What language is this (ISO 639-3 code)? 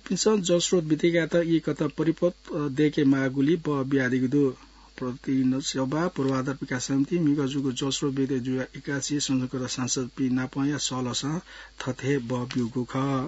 new